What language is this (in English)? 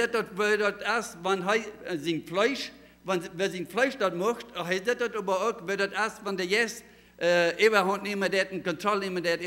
Plautdietsch